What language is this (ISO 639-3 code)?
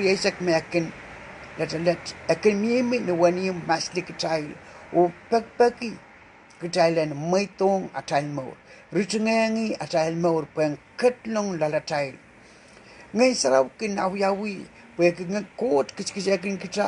pon